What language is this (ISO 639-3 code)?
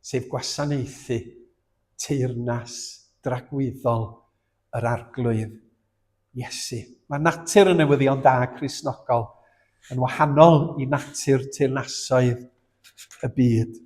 cym